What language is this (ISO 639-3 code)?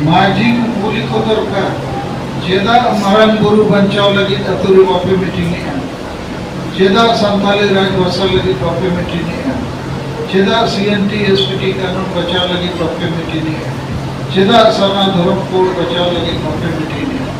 sat